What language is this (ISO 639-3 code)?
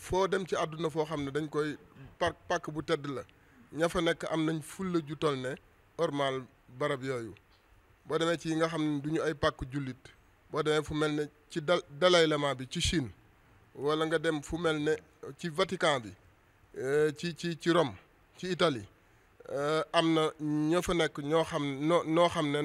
wol